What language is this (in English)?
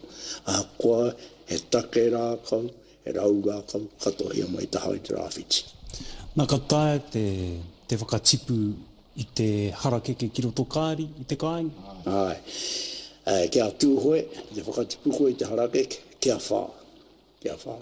Māori